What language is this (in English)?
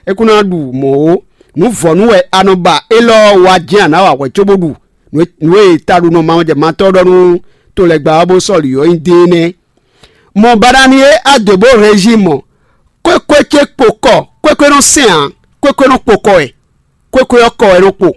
Fon